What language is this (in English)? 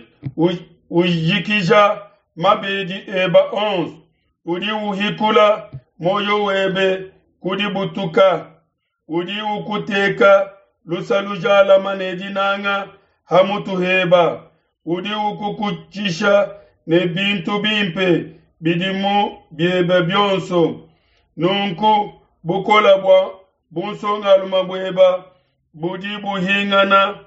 Luba-Lulua